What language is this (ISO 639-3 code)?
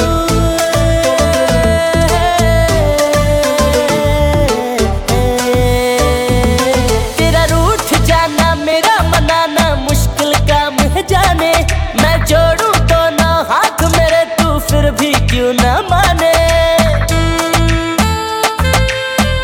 hin